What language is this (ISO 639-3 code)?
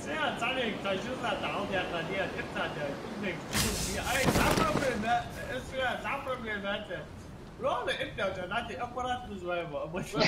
inh